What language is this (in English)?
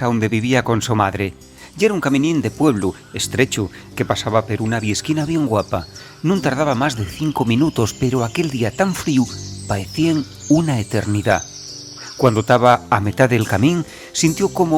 Asturian